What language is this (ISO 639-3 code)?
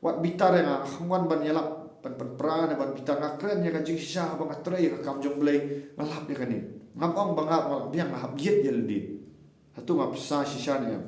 kha